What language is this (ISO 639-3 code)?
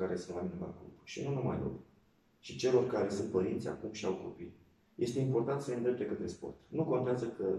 ron